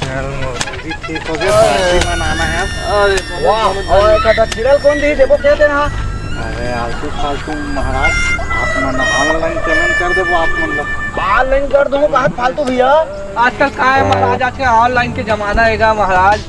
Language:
Chhattisgarhi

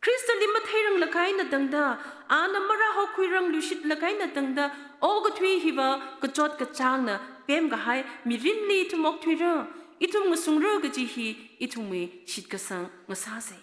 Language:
Tangkhul Naga (India)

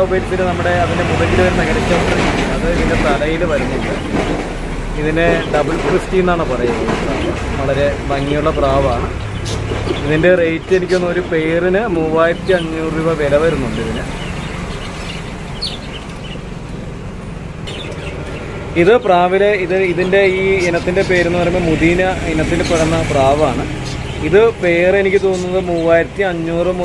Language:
Malayalam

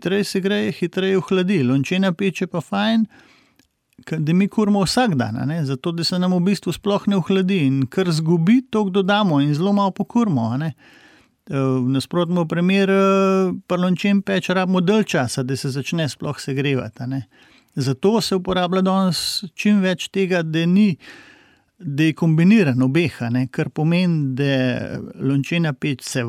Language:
Slovenian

